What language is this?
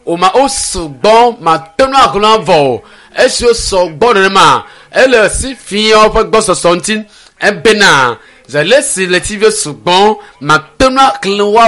Ewe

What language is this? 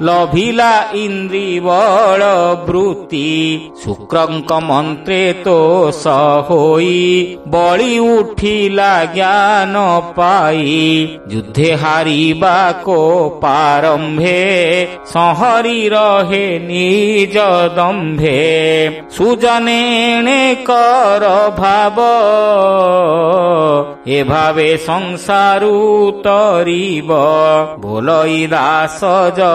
Odia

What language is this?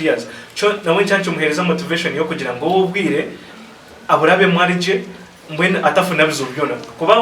Nyankole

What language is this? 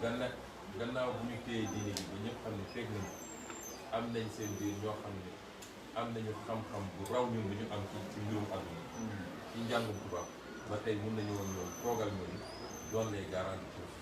Wolof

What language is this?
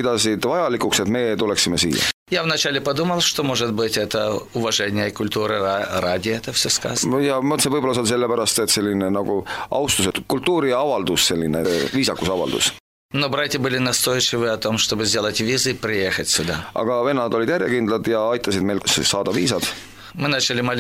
Estonian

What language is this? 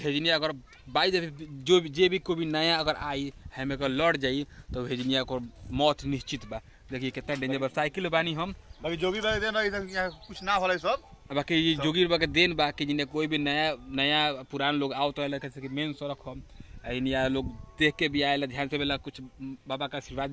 Bhojpuri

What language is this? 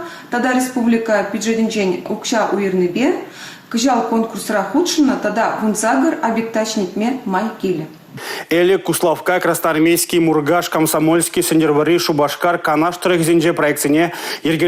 Chuvash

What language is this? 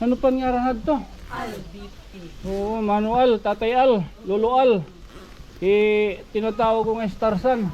Waray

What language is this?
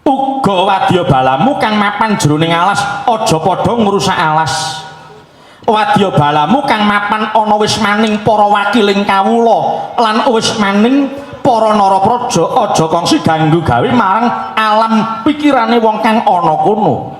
Javanese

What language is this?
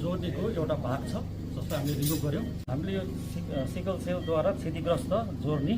Nepali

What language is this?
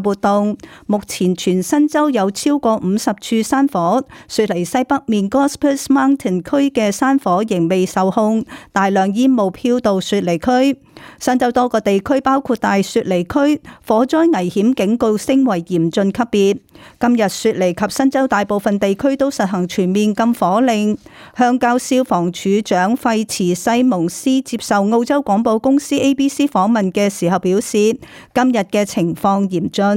Cantonese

